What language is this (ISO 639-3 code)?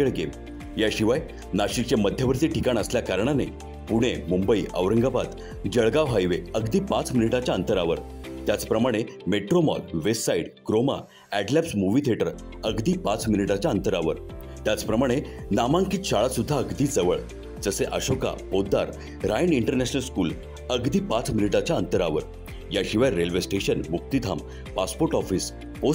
mar